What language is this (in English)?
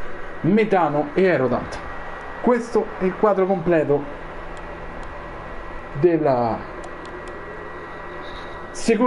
Italian